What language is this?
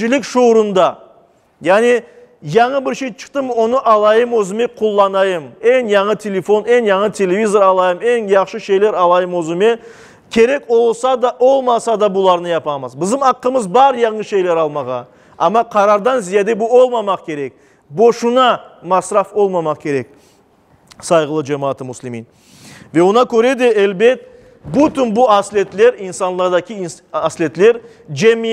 Crimean Tatar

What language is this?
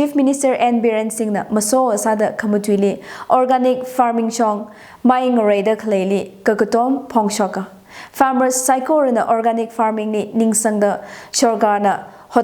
Tangkhul Naga (India)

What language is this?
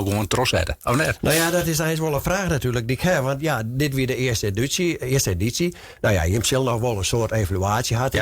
Western Frisian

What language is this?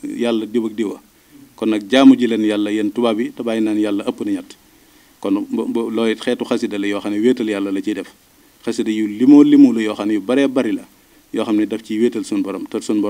Wolof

